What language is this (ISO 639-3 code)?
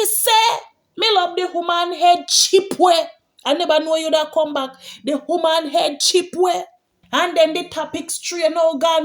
jam